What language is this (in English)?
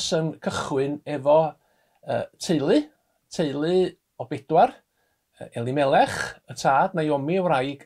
Welsh